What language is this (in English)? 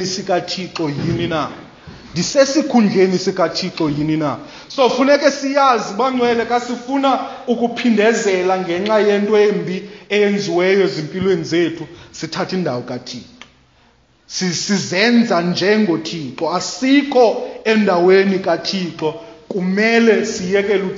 Xhosa